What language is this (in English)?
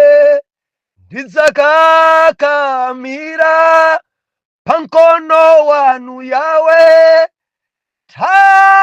Nyanja